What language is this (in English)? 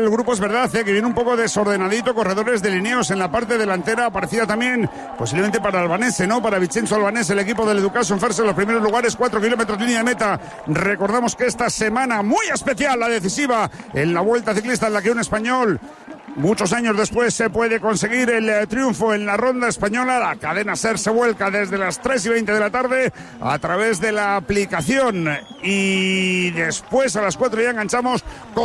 Spanish